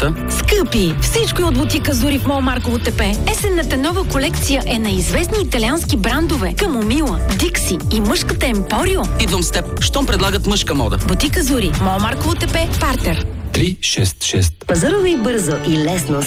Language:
Bulgarian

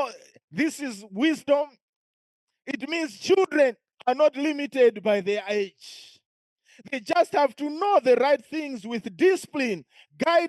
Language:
English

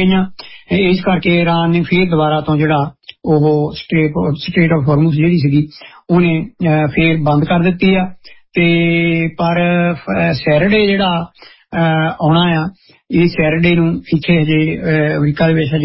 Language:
Punjabi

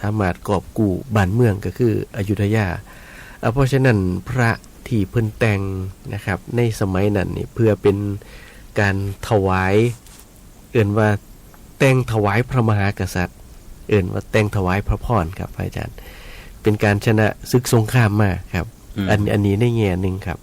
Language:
Northeastern Thai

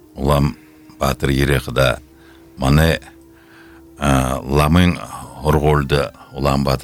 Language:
Buriat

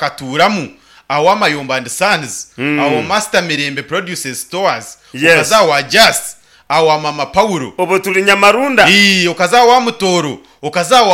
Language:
Nyankole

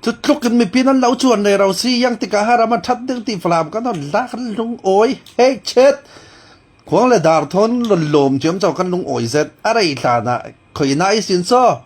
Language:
Falam Chin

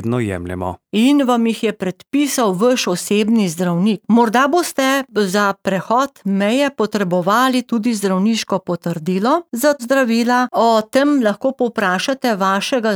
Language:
Slovenian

